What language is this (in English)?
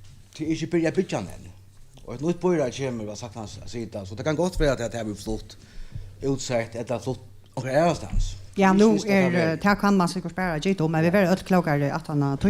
Faroese